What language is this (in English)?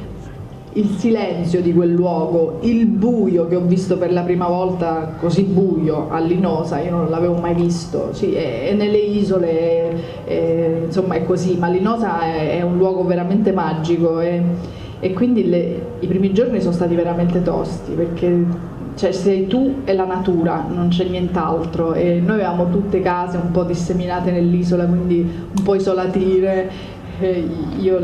Italian